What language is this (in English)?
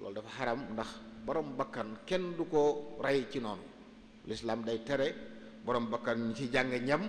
Wolof